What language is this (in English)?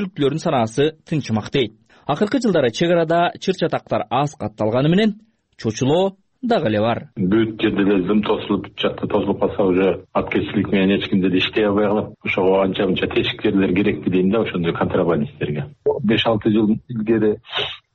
Kyrgyz